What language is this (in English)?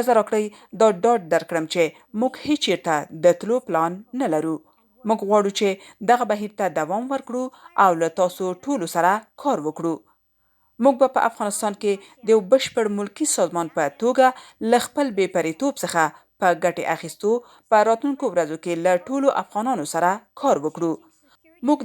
Pashto